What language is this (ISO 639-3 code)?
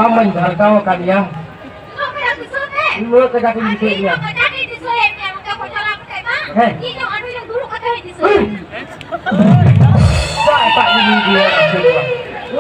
sat